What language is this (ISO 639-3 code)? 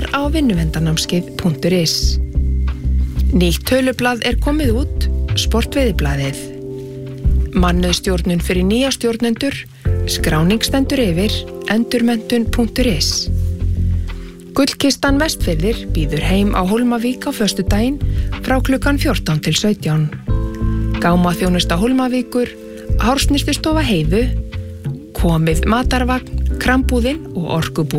isl